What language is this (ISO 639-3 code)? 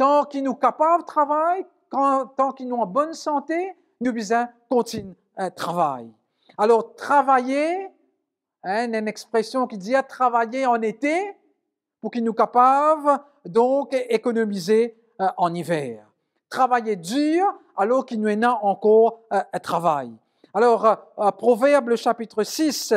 mfe